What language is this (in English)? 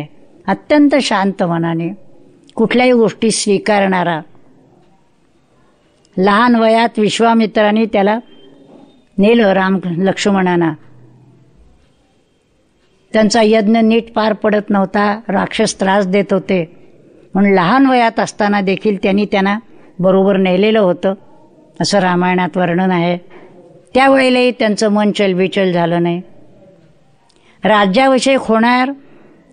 Marathi